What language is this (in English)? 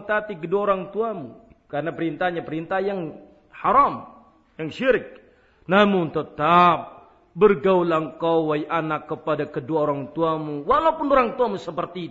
Indonesian